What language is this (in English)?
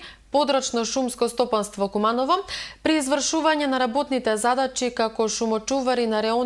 Macedonian